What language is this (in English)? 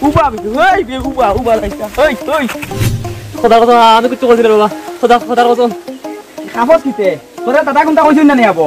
Sylheti